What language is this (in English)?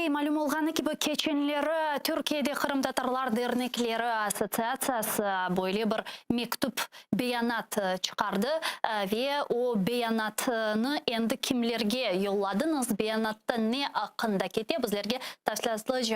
Crimean Tatar